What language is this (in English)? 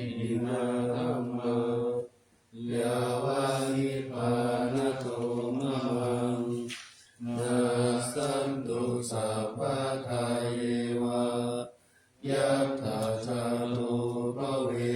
Pali